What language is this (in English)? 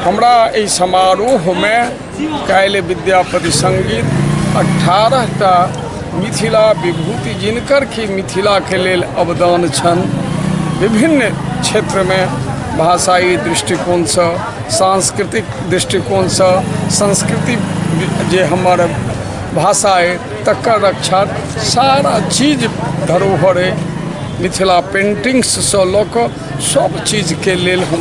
Maithili